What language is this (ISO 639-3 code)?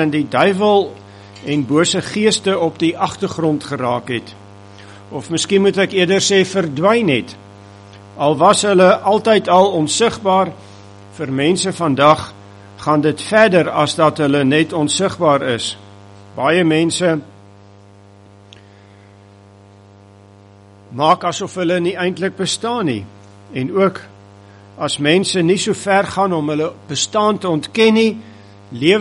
afr